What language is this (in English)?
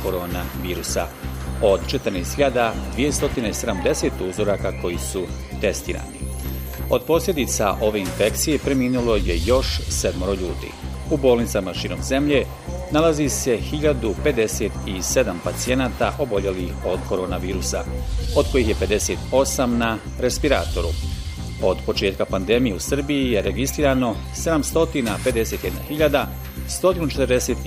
Bosnian